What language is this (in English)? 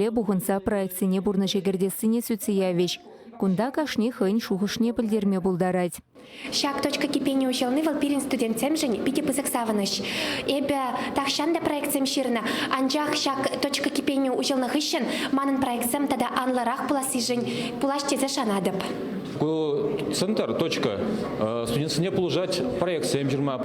Chuvash